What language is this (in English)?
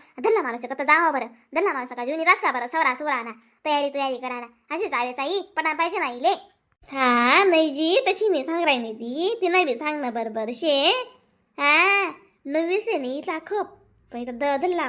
Khandesi